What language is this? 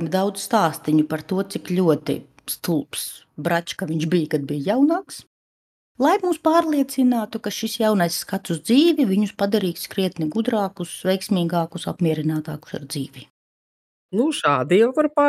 Latvian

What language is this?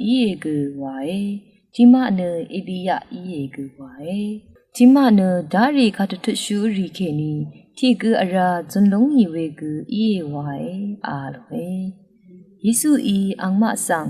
Rawang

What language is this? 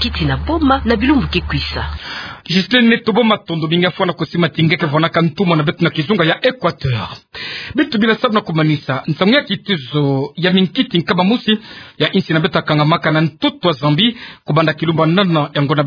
Kituba (Democratic Republic of Congo)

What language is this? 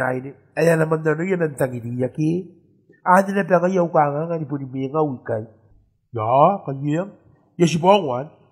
Gilbertese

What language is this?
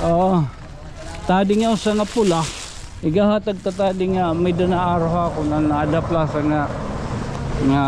Waray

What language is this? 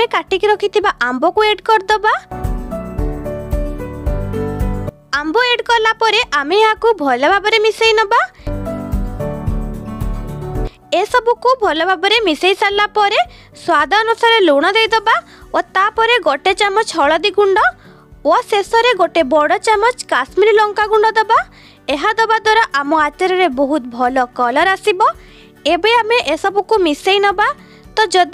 Odia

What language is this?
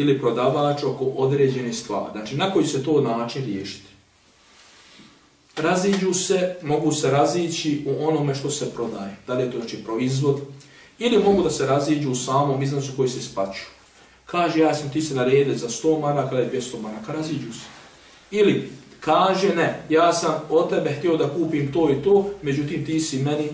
Bosnian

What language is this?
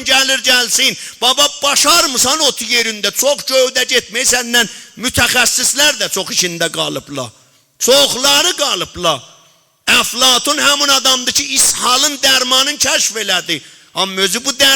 South Azerbaijani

